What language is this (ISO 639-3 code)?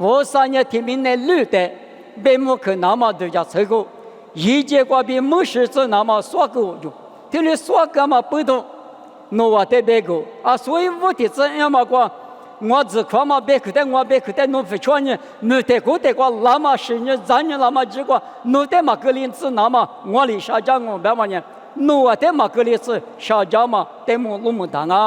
lis